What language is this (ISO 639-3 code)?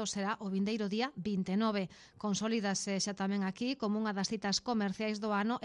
glg